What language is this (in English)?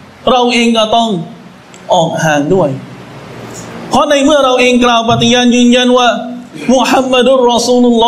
Thai